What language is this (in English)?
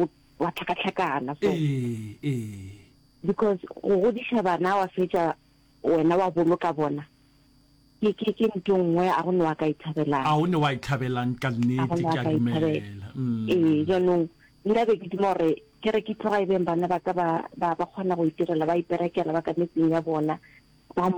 Northern Sotho